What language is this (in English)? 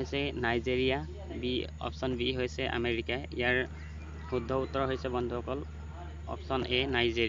Assamese